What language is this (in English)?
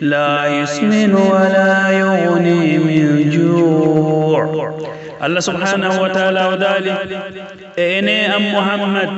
Pular